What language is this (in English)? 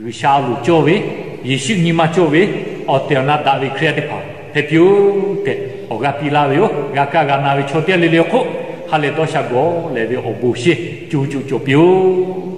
Lahu